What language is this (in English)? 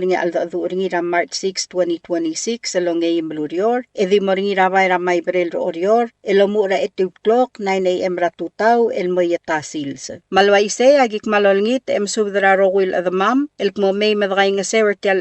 Palauan